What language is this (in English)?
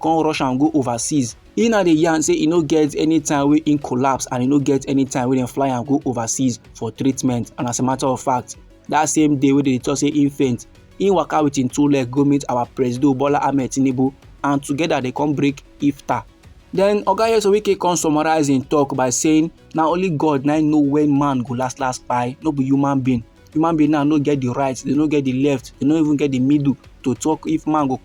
Nigerian Pidgin